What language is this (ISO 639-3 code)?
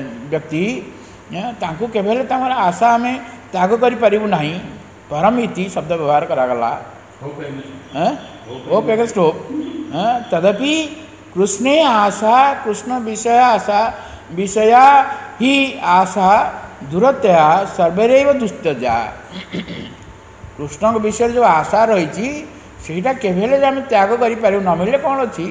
ori